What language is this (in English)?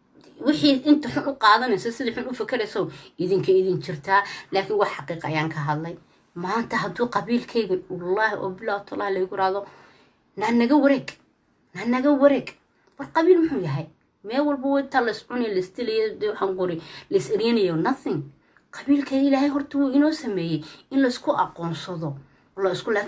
Somali